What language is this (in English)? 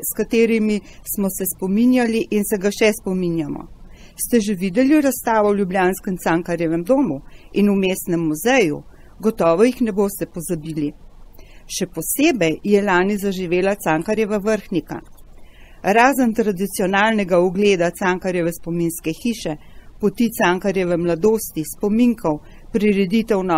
Slovenian